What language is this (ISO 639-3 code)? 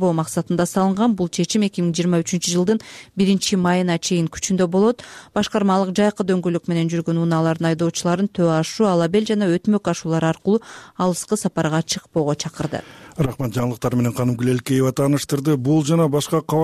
kir